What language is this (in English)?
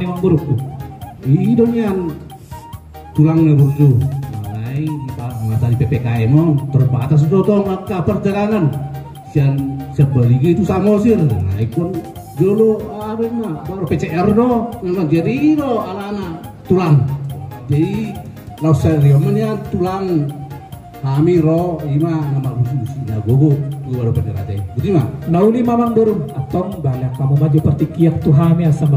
Batak Toba